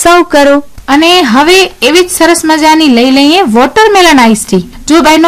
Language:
Gujarati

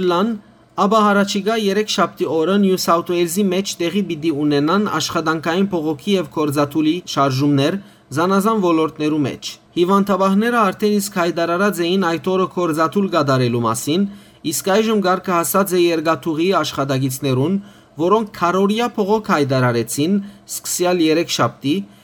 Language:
Western Armenian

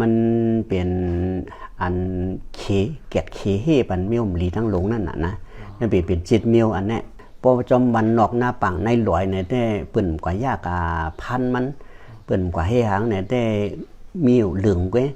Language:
Shan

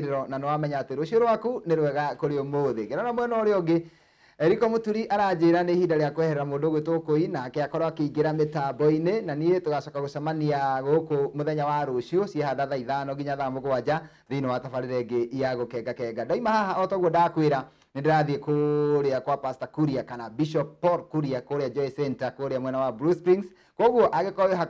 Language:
Kikuyu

